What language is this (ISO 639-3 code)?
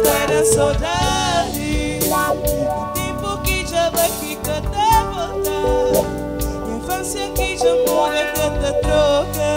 kea